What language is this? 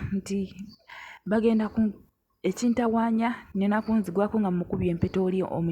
Ganda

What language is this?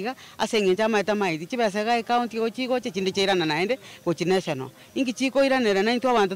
Gusii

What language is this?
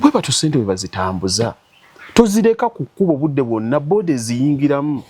Ganda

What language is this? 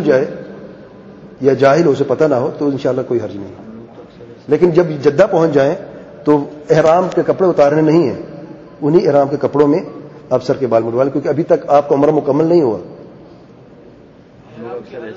Urdu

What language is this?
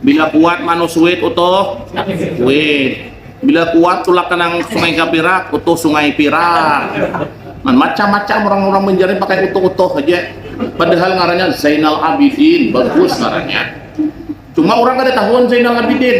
Banjar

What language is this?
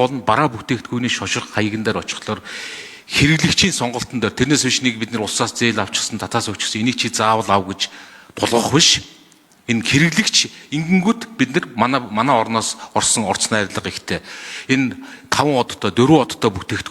Mongolian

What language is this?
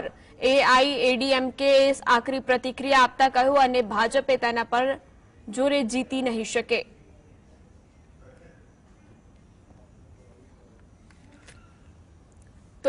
Gujarati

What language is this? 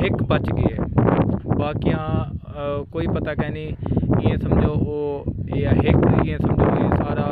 Saraiki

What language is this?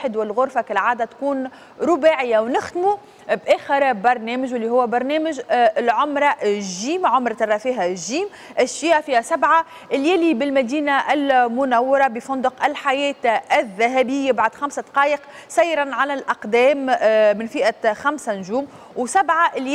Tunisian Arabic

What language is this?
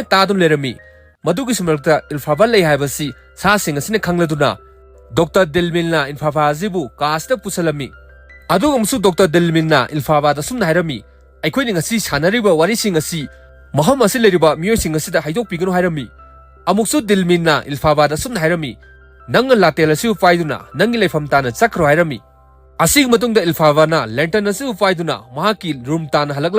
Manipuri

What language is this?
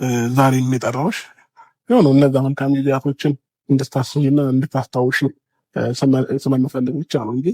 Amharic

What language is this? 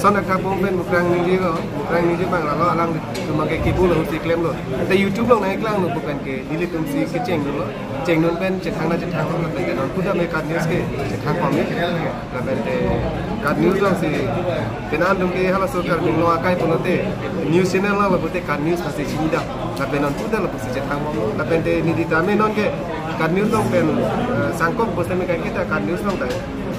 Karbi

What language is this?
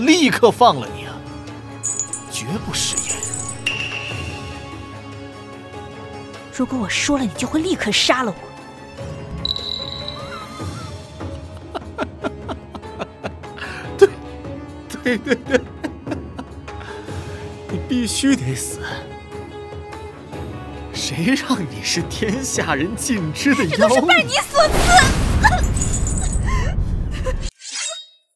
Chinese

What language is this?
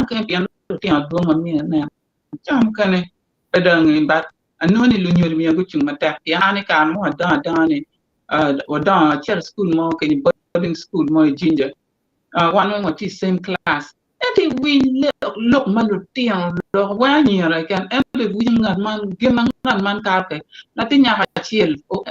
Acoli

